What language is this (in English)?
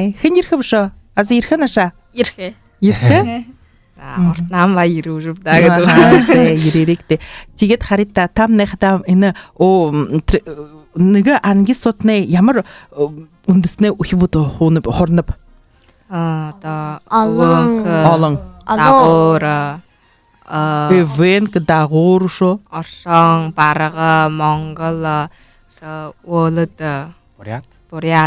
Buriat